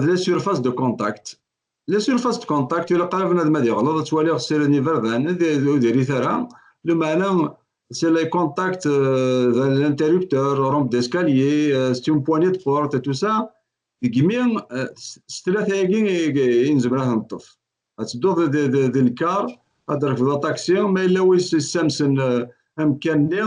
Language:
Kabyle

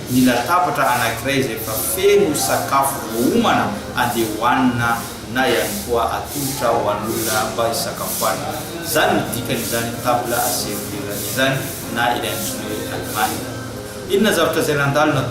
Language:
Malagasy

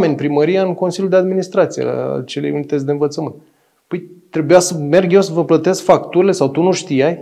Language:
Romanian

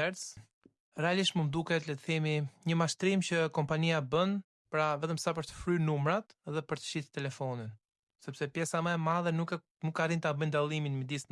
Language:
Albanian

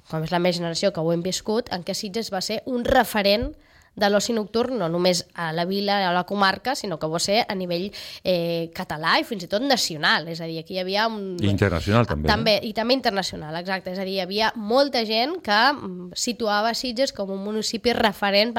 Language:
Catalan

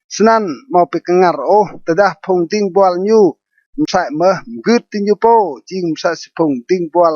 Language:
Rade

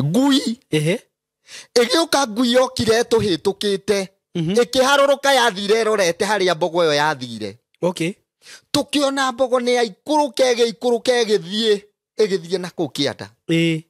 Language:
Kikuyu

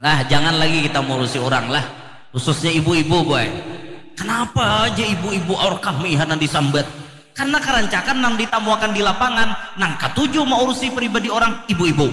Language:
Banjar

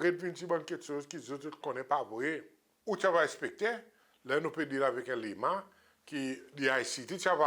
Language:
Seselwa Creole French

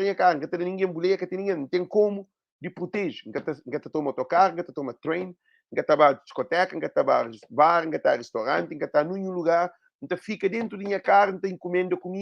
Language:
Kabuverdianu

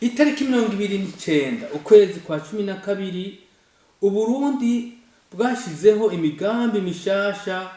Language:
Rundi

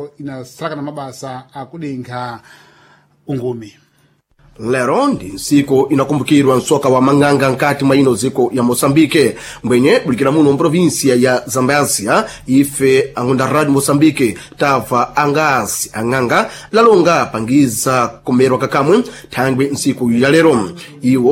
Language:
Sena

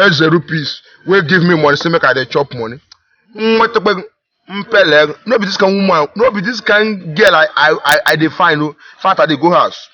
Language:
Nigerian Pidgin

